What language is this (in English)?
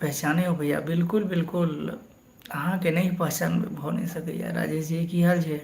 Maithili